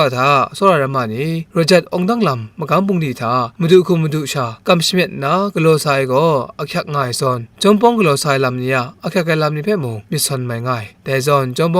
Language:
Kachin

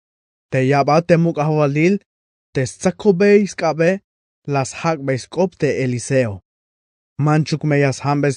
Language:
Tzeltal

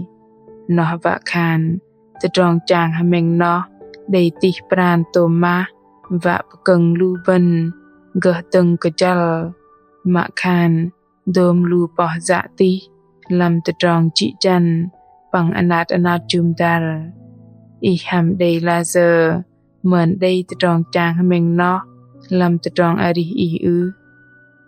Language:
Bahnar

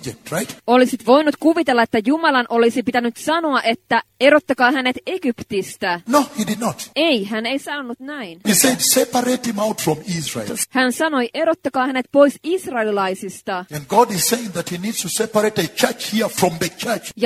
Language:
Finnish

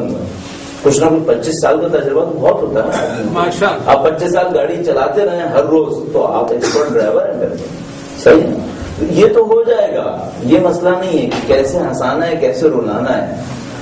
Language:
Urdu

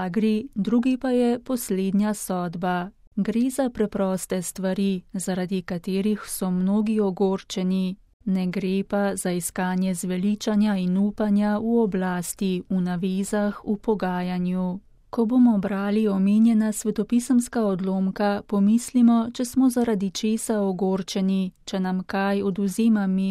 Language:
Slovenian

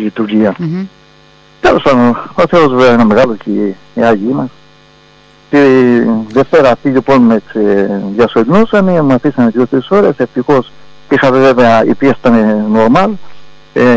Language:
Greek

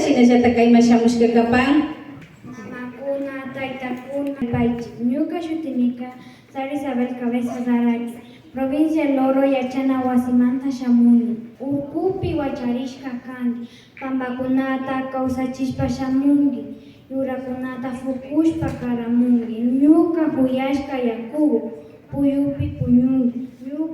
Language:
Imbabura Highland Quichua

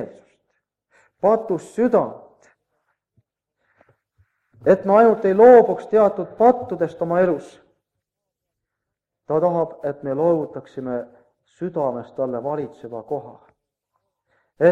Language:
Estonian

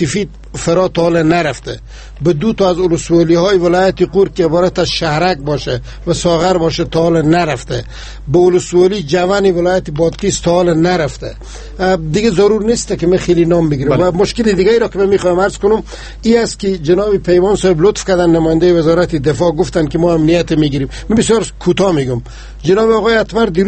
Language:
Persian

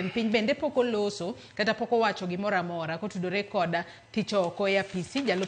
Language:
Luo (Kenya and Tanzania)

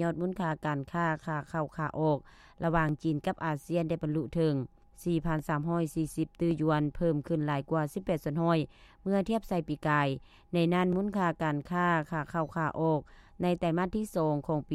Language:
Lao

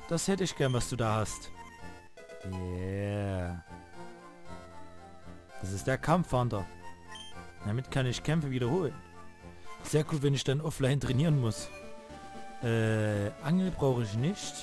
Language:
German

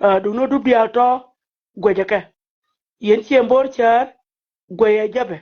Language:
Nuer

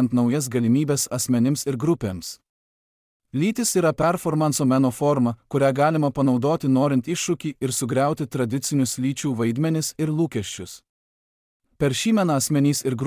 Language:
Lithuanian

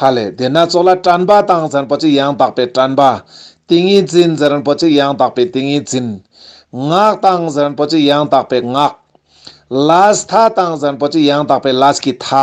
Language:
Ladakhi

